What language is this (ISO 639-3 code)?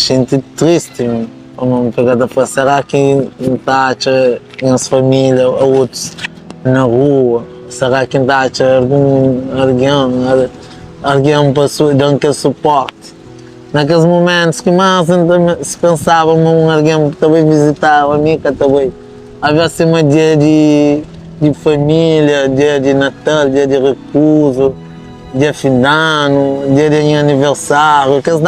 kea